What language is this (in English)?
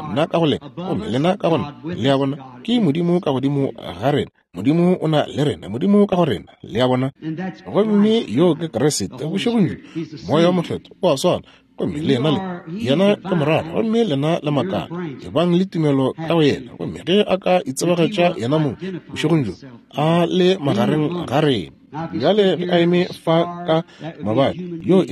Northern Sotho